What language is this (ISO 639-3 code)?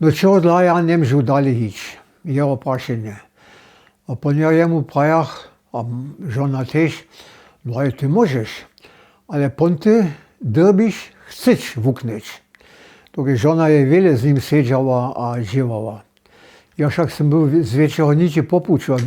hsb